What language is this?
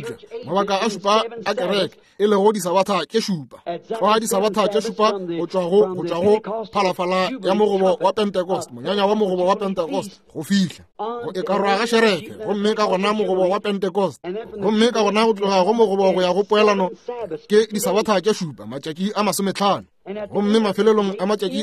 Northern Sotho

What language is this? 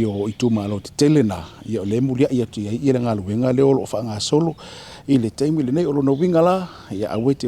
Samoan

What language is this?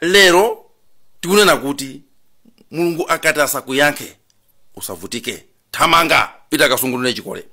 Nyanja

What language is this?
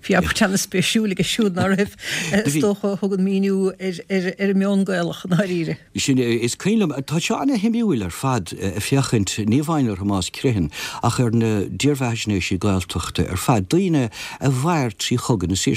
Irish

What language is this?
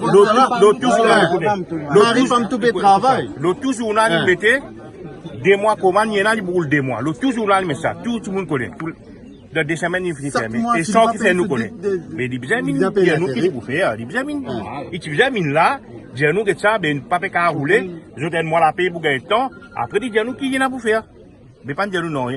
Morisyen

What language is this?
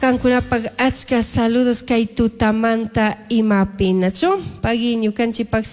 Chimborazo Highland Quichua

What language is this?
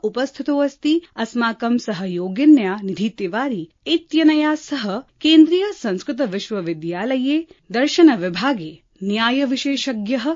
Sanskrit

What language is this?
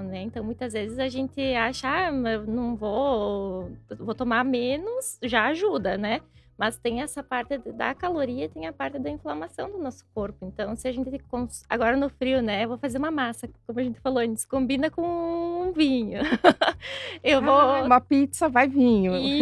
Portuguese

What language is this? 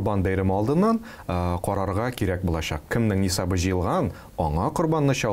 Tatar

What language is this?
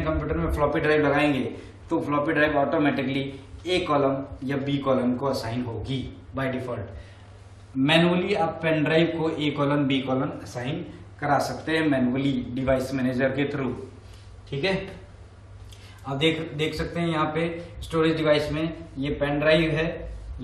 Hindi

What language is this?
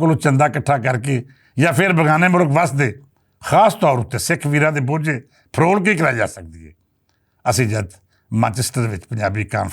Western Panjabi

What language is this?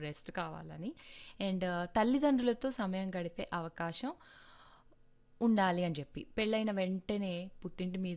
Telugu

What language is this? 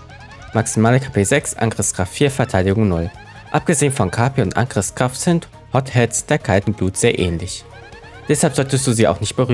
German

